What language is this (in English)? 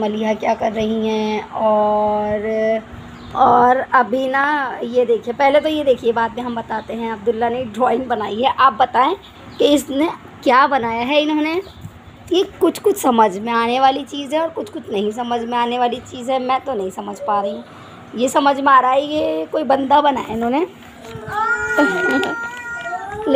Hindi